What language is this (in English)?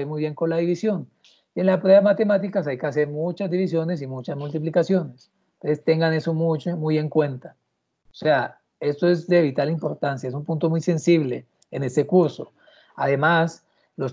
Spanish